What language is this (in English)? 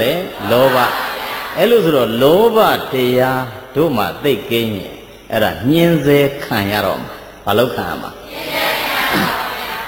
Burmese